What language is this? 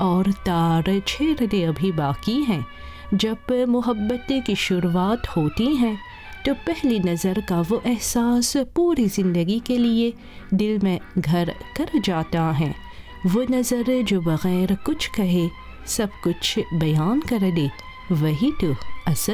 Urdu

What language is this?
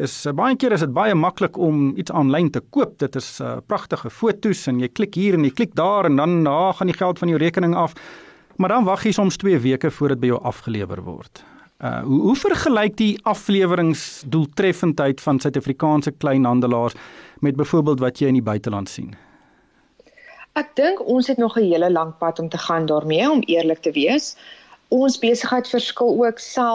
Afrikaans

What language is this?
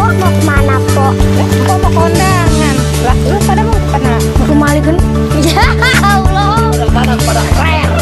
Betawi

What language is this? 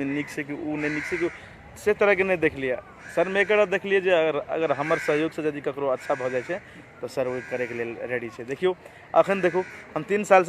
Maithili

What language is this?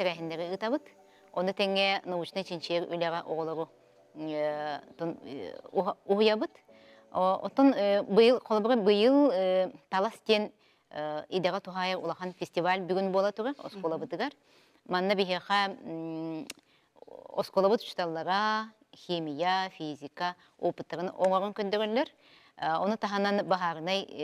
Yakut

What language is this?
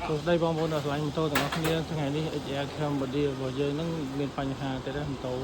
Khmer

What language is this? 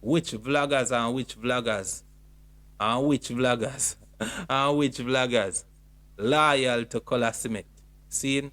Jamaican Creole English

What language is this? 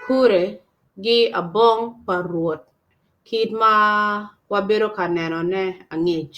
Acoli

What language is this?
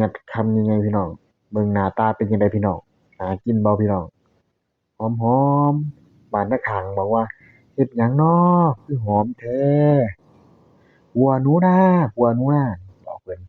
Northeastern Thai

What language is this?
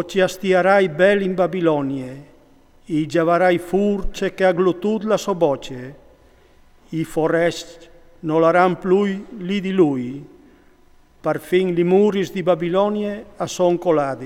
Friulian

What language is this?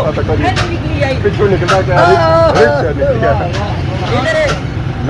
Pahari-Potwari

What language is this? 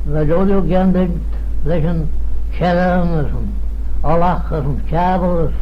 Manx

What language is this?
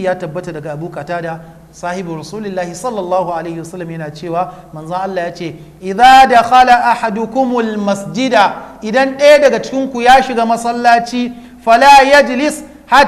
Hausa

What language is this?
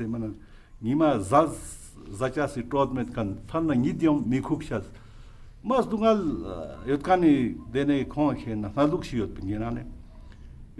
Ladakhi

